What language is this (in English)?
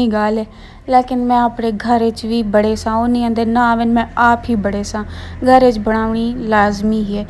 Saraiki